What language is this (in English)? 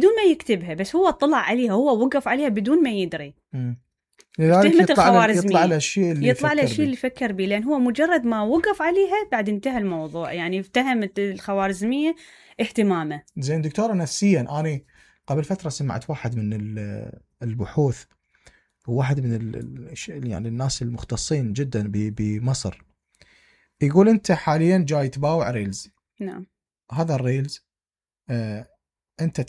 Mesopotamian Arabic